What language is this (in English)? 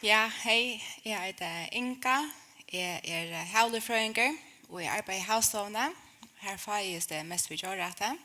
Faroese